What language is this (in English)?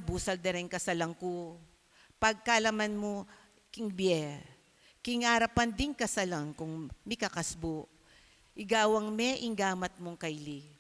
Pampanga